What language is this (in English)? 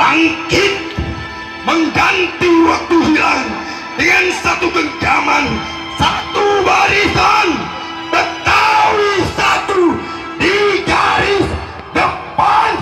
Betawi